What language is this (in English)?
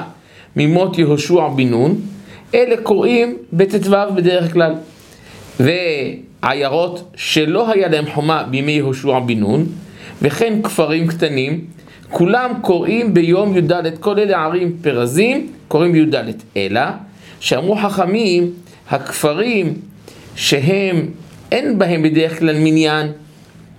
Hebrew